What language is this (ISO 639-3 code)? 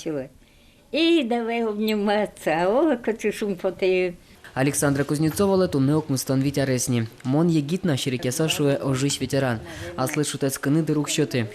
udm